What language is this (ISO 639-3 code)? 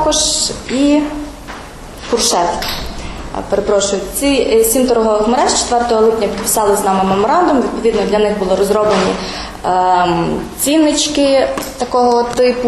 ukr